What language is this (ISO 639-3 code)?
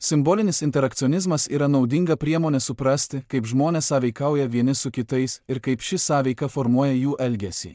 lit